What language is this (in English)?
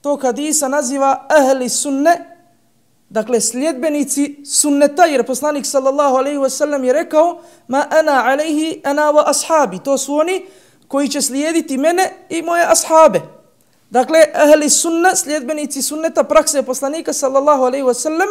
Bosnian